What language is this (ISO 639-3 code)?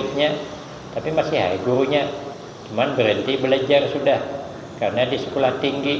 bjn